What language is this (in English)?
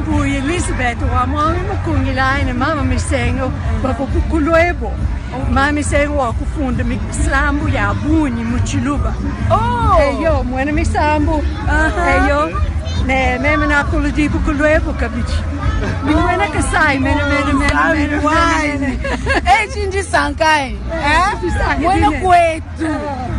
Luba-Lulua